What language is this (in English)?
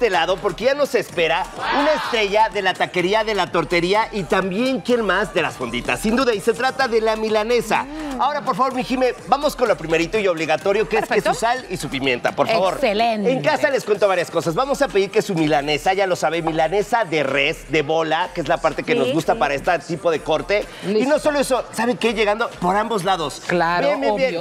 Spanish